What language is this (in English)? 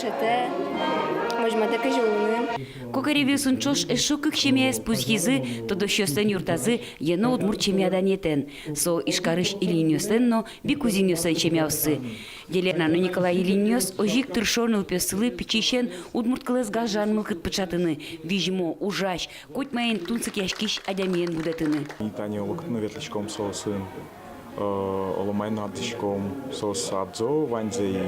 Udmurt